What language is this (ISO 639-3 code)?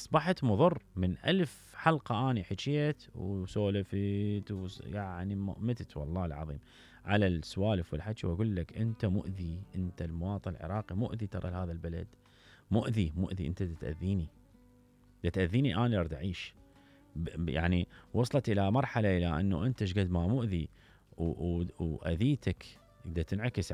acm